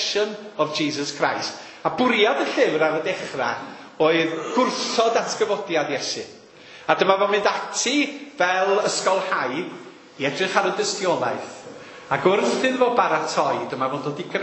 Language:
Welsh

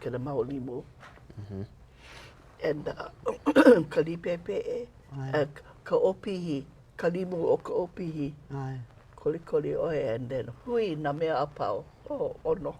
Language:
Hawaiian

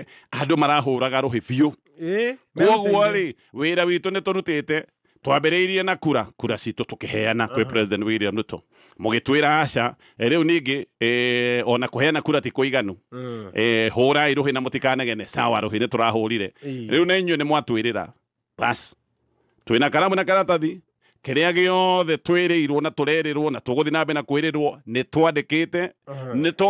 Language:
Kikuyu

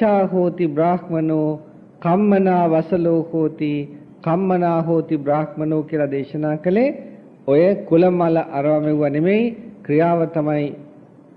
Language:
Sinhala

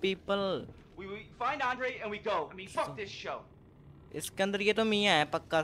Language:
Hindi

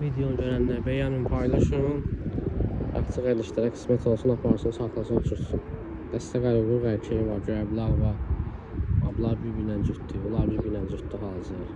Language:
Azerbaijani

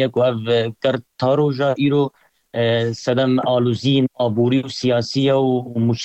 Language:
Kurdish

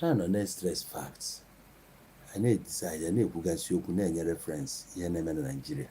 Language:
Igbo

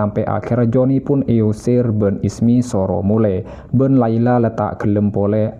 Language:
Madurese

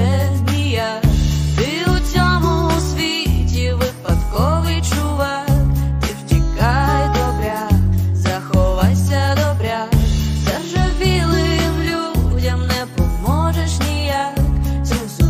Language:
Ukrainian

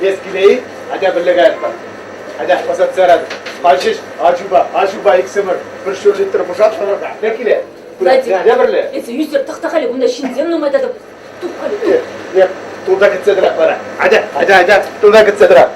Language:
Chuvash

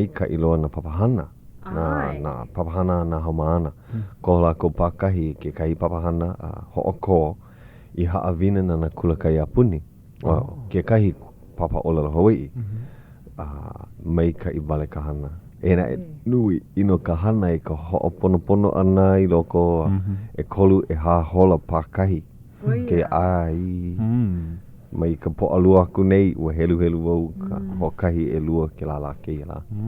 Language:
Hawaiian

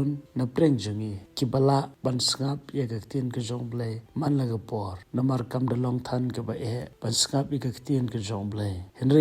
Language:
Khasi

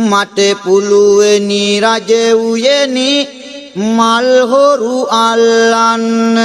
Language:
Sinhala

